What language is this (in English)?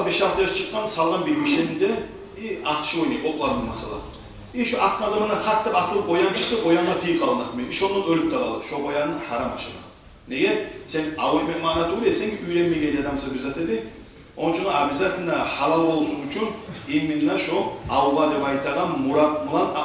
Kumyk